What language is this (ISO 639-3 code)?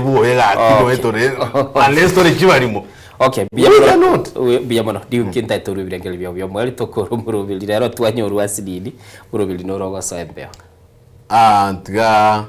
guz